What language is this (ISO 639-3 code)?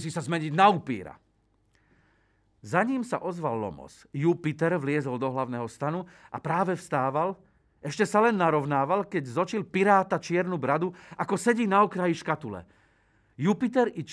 slk